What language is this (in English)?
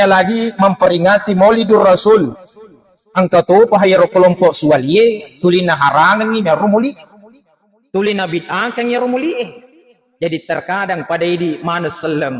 Buginese